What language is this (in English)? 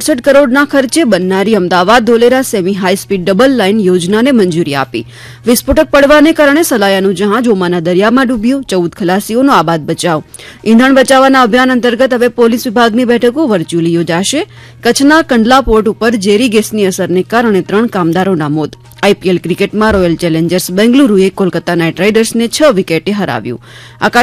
Gujarati